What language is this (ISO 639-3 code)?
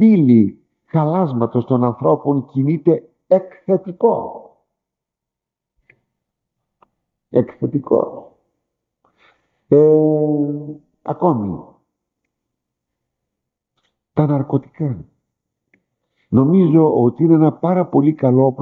ell